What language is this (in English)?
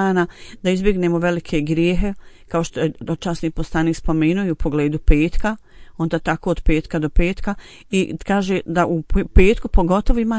Bosnian